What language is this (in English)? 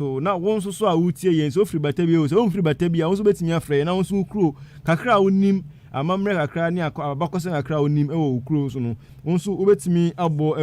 Akan